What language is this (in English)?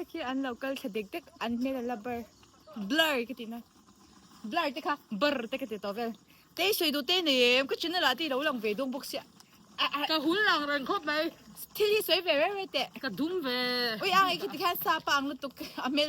Mizo